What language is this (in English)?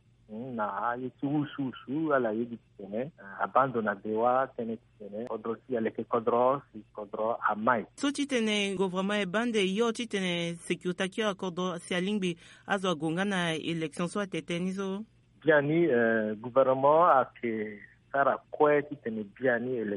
Sango